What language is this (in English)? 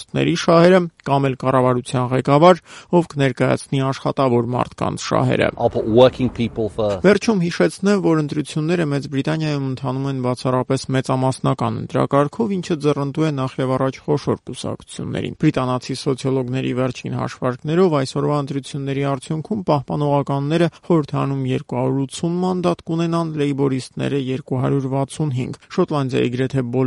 Armenian